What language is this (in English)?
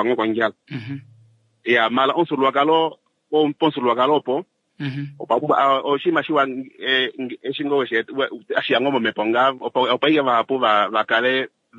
Kuanyama